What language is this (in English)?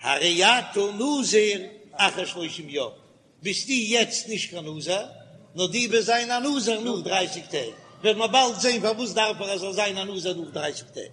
Yiddish